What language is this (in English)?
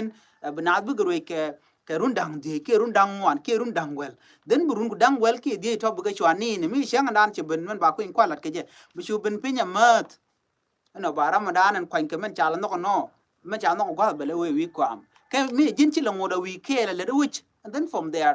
Nuer